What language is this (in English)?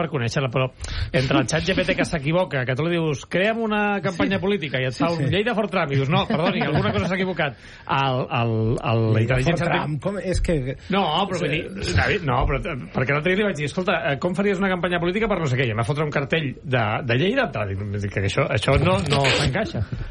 Catalan